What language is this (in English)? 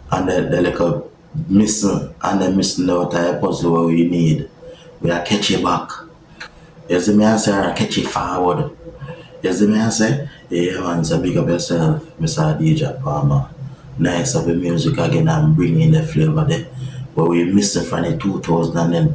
Jamaican Creole English